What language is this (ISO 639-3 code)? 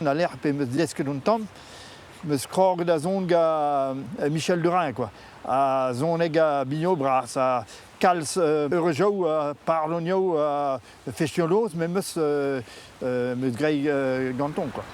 bre